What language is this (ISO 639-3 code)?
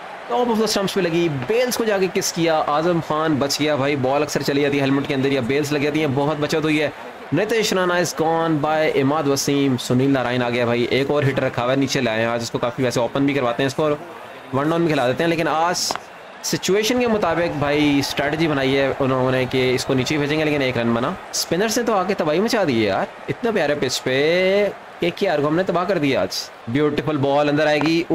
hin